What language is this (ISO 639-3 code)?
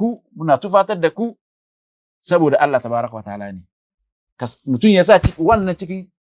hau